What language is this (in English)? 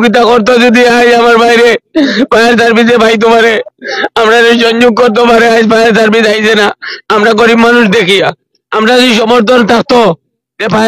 Sylheti